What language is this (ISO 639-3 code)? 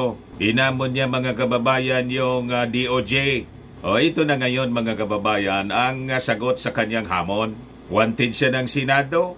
fil